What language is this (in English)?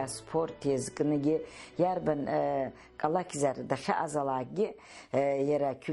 Abkhazian